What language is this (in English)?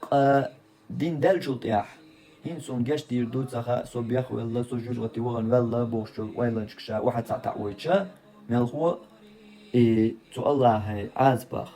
Chechen